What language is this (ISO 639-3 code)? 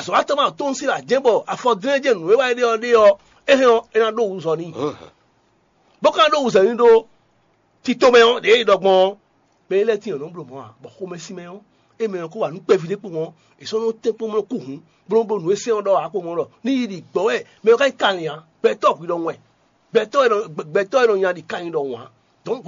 fon